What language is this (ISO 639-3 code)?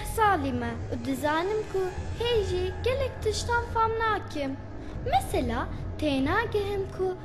kur